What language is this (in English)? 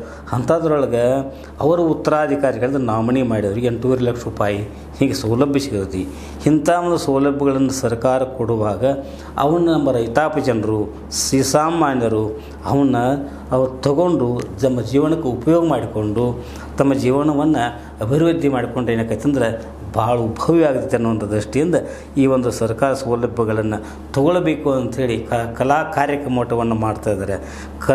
Kannada